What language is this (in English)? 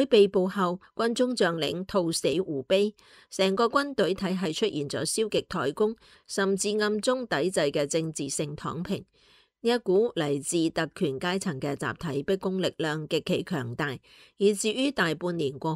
Cantonese